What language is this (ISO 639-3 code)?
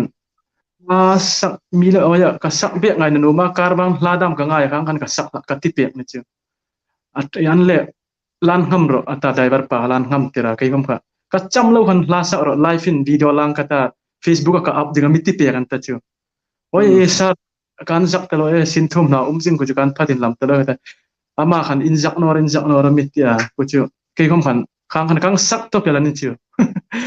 hmr